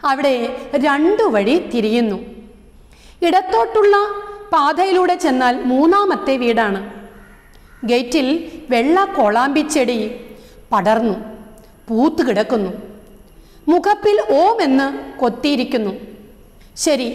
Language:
Malayalam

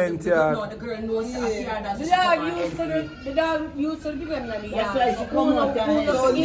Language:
Jamaican Creole English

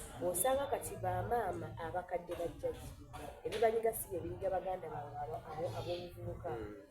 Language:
Soga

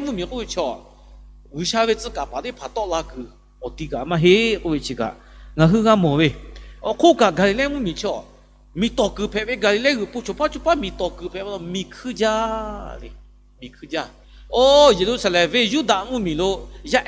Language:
Lahu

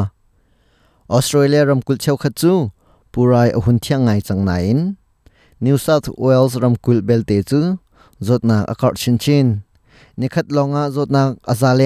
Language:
Hakha Chin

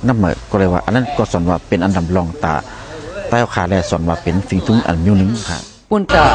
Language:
Shan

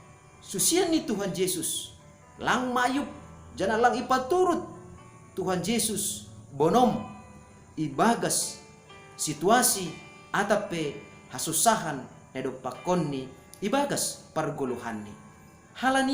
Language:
Batak Simalungun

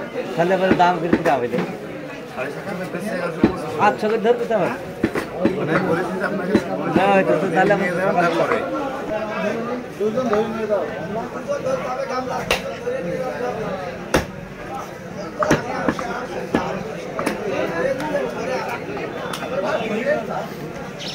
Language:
Bangla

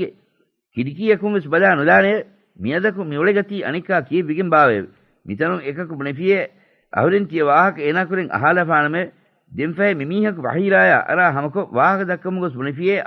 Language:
Divehi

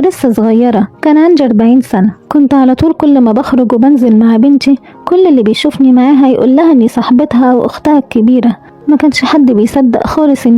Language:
Egyptian Arabic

